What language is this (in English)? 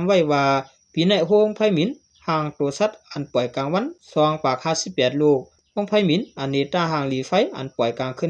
Shan